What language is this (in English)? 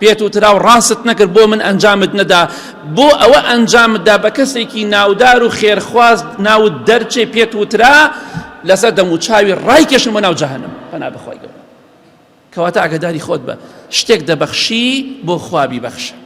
Central Kurdish